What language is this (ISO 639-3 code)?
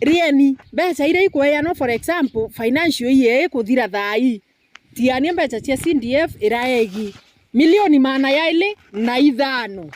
mer